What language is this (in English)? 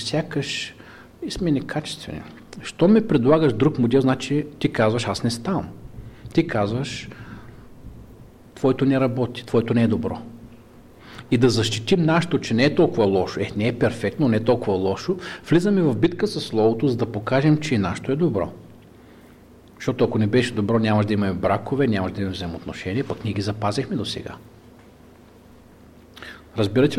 Bulgarian